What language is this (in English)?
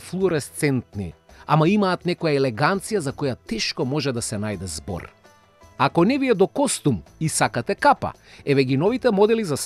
Macedonian